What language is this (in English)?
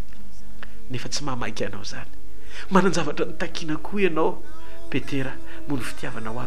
Malagasy